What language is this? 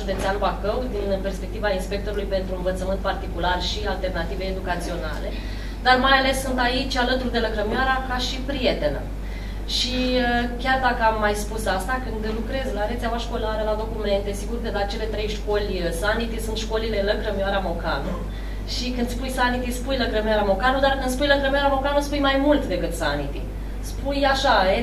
Romanian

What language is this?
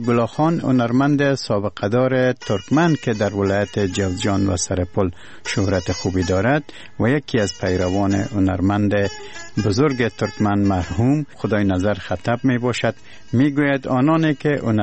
Persian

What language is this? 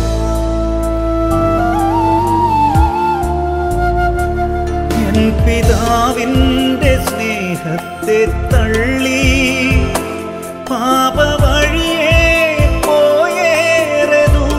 Malayalam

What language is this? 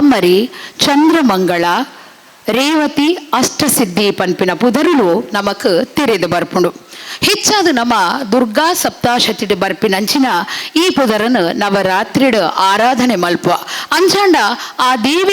Tulu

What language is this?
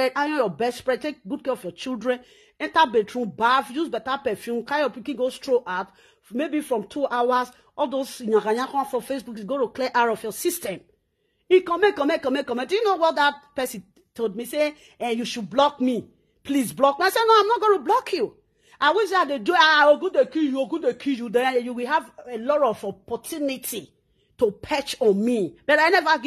Nigerian Pidgin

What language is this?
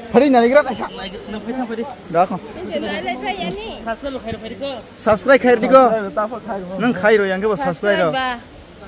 Kok Borok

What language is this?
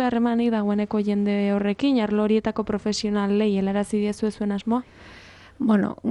Basque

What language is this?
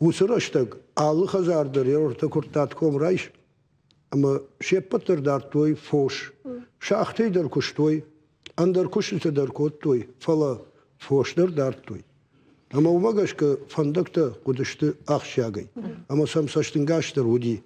Ossetic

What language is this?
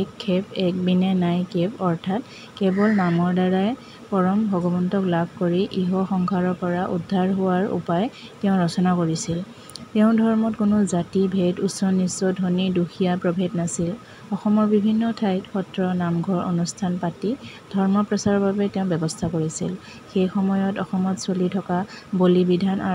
Assamese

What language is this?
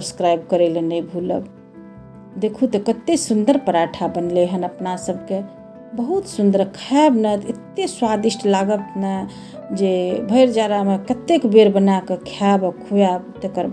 Maithili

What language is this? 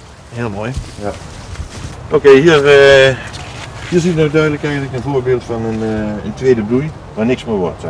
Dutch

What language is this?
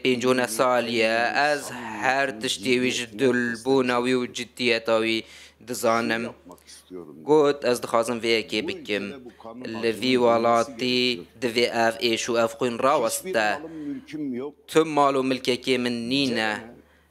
Kurdish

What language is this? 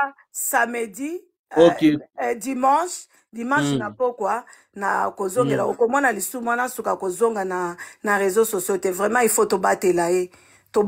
Lingala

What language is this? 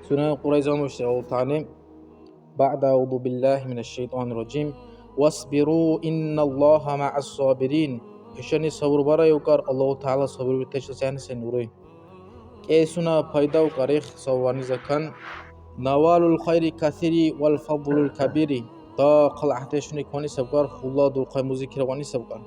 Dargwa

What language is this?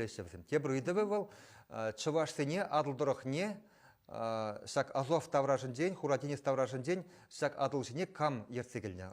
Chuvash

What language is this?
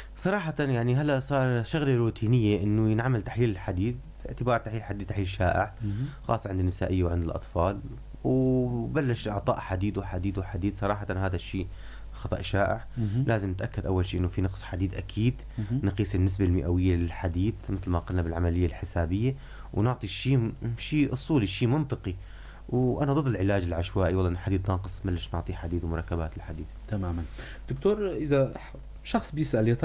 North Levantine Arabic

